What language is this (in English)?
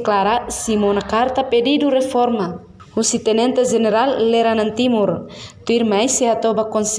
Tetum